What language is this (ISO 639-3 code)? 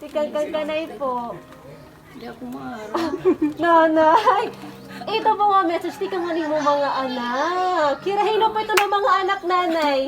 war